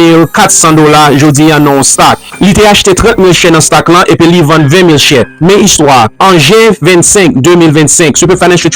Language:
Haitian Creole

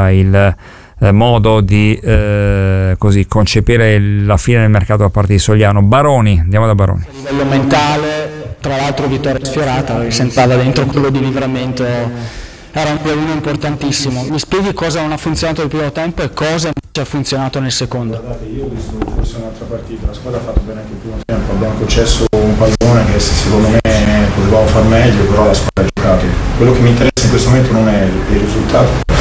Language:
Italian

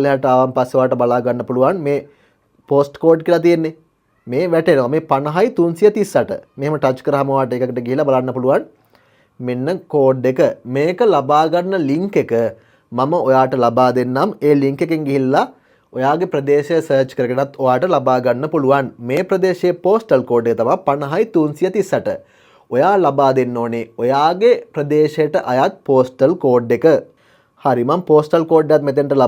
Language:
Sinhala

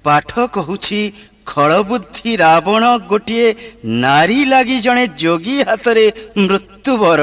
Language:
Odia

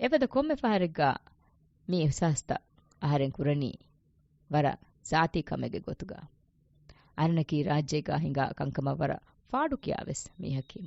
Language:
Divehi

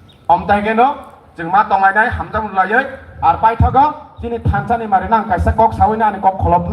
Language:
Kok Borok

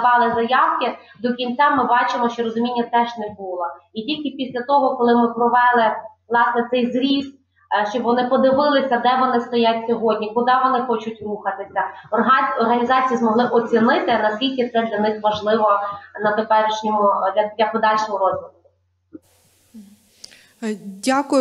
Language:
Ukrainian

